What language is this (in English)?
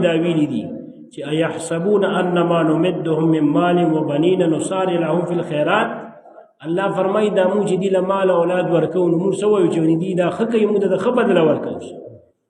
Pashto